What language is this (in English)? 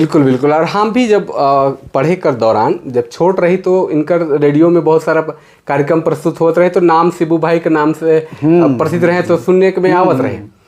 Sadri